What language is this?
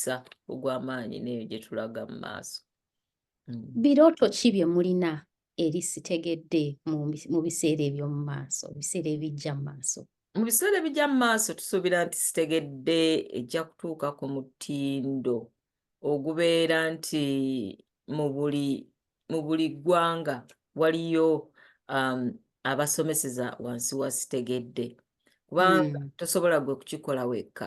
Ganda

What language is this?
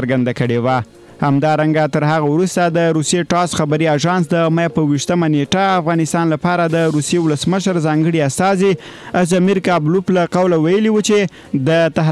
Pashto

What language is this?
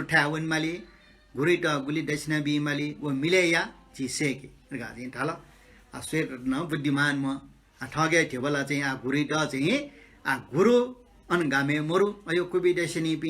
Newari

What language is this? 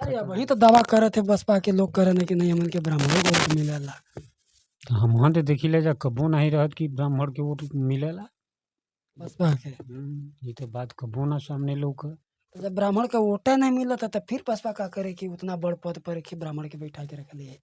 Bhojpuri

